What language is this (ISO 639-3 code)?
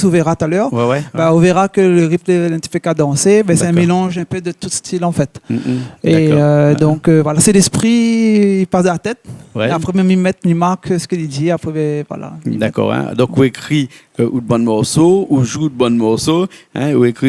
rcf